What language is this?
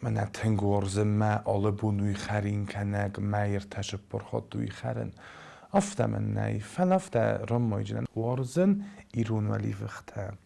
Ossetic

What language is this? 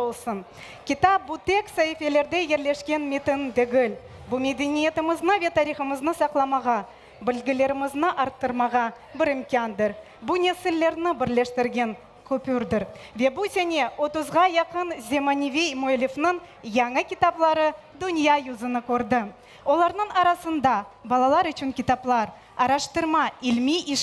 Crimean Tatar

